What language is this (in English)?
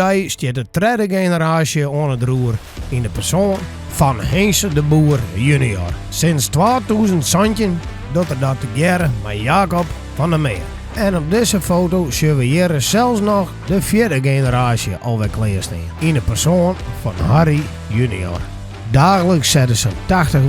Western Frisian